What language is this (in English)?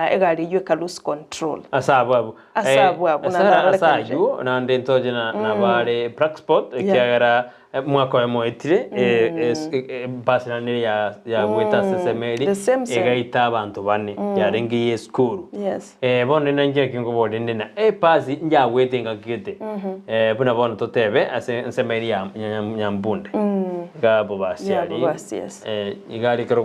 Gusii